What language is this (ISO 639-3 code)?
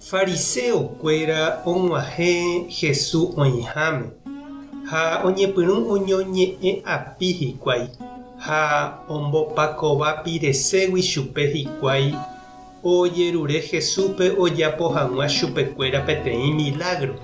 grn